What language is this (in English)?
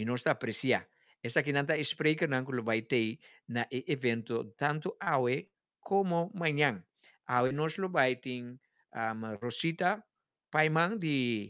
Papiamento